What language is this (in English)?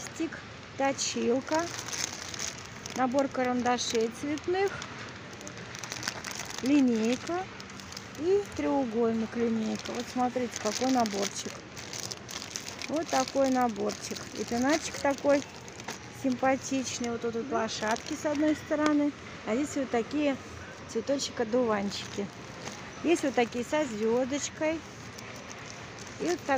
Russian